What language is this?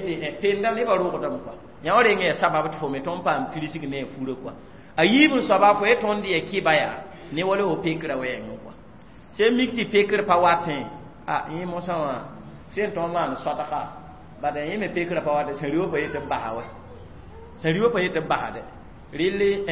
Mossi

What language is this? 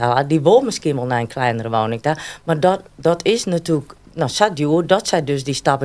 Western Frisian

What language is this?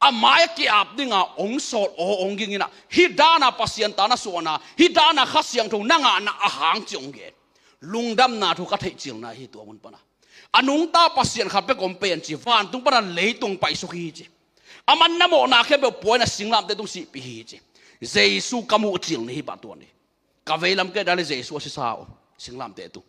Tedim Chin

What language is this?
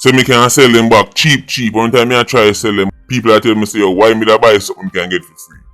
Jamaican Creole English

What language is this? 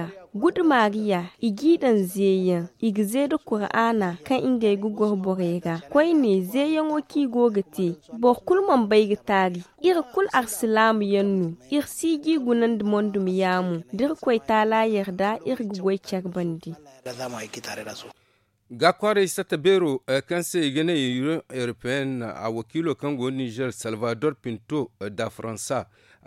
Zarma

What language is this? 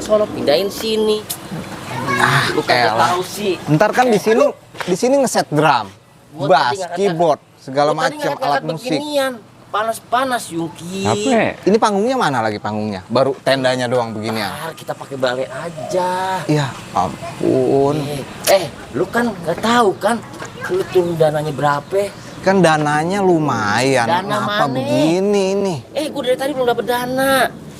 Betawi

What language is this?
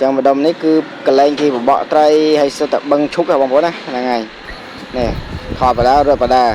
Khmer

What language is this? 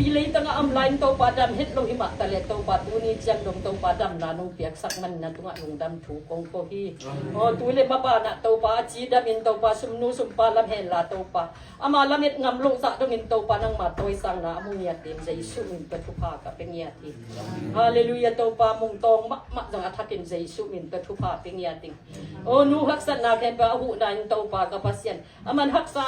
Tedim Chin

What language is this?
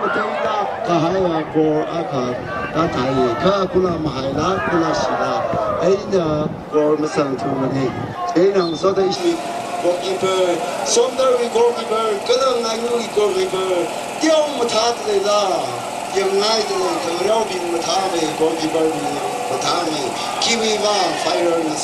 Tangkhul Naga (India)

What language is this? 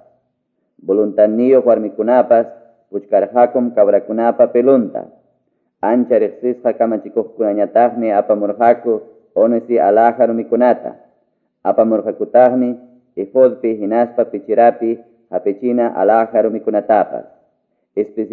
Quechua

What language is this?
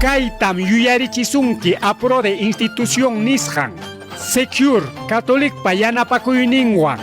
Ayacucho Quechua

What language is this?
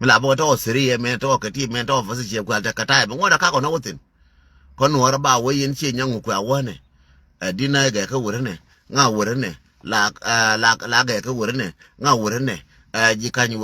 Nuer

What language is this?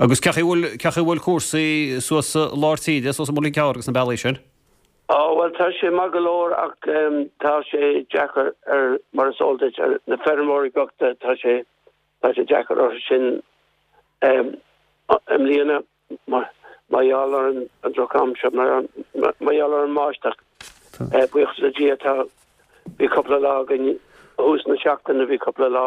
Irish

